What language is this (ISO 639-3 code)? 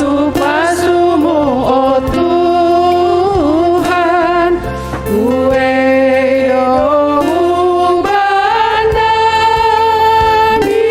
bts